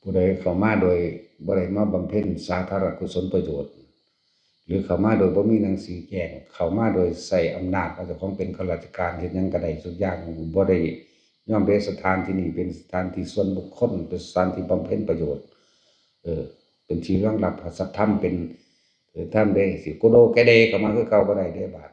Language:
Northeastern Thai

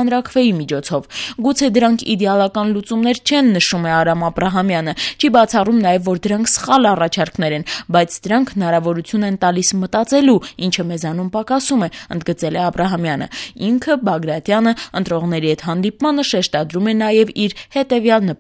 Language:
Armenian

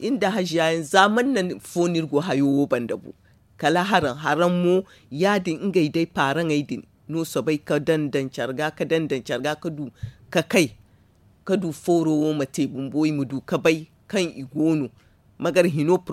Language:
Zarma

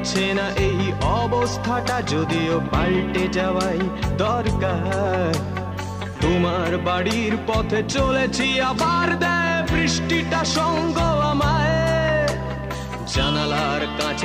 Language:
Bangla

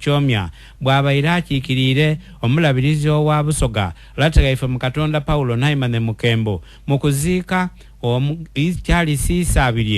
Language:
Ganda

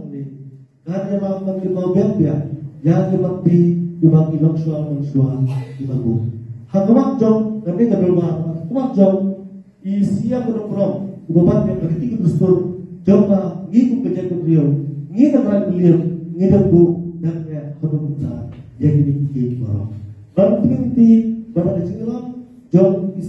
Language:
Malay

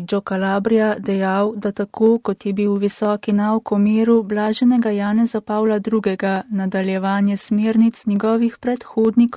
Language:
Slovenian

